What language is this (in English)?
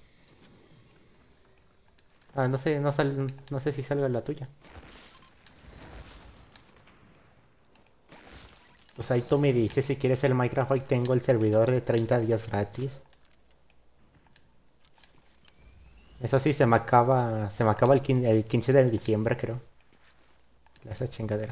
Spanish